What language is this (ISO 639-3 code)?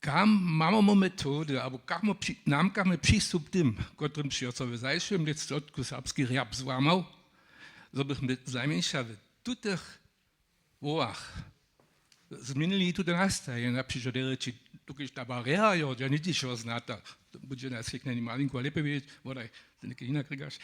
hsb